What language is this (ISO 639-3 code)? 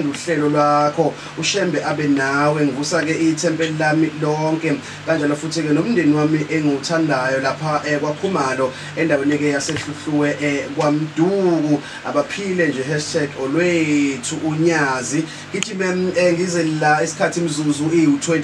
zul